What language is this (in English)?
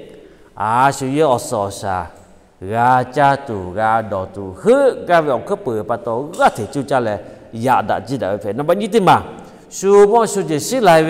Lahu